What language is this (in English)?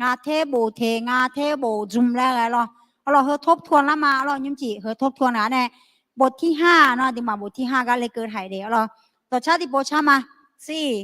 Akha